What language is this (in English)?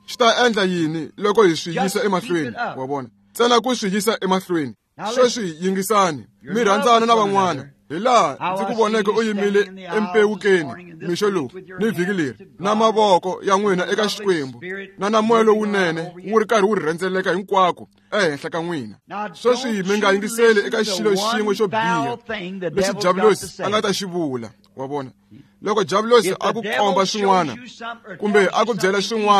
Tsonga